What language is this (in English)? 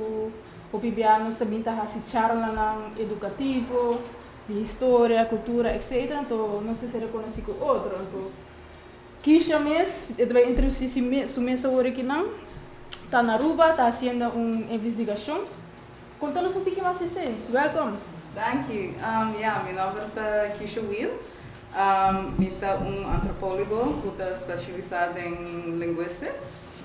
Papiamento